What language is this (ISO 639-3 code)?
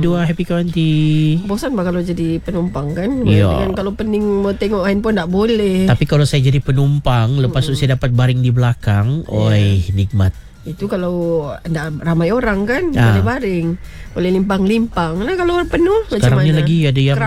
msa